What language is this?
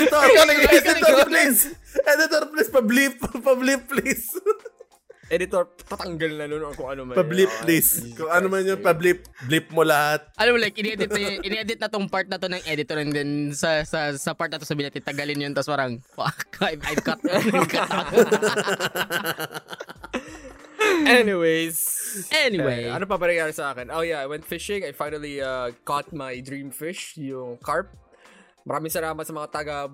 Filipino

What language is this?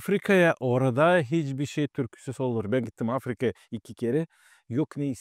Gagauz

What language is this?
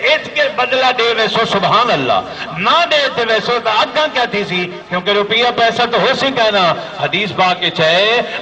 Saraiki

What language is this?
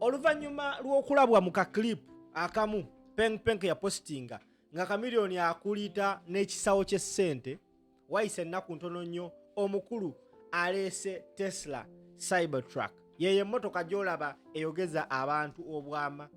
Ganda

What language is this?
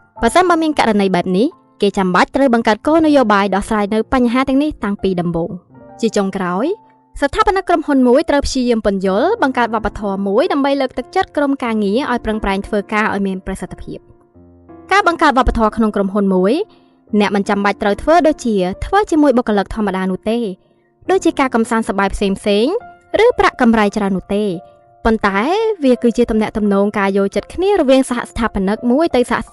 Khmer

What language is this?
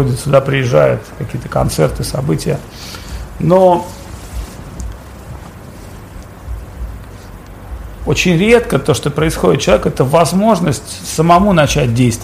Russian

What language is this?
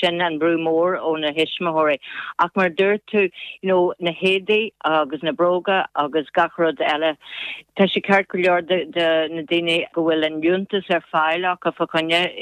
Irish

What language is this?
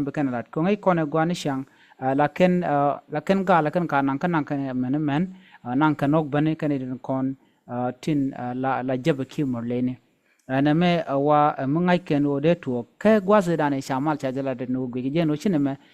Nuer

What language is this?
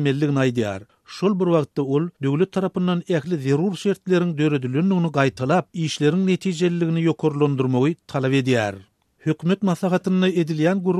Turkmen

